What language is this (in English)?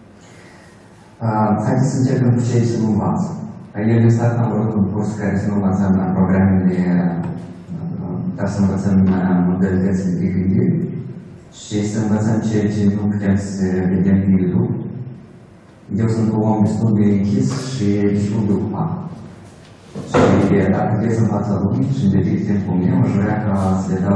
Romanian